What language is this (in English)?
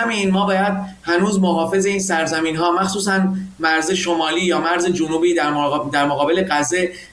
Persian